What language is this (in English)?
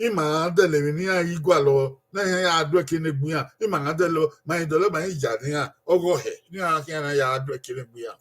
Bini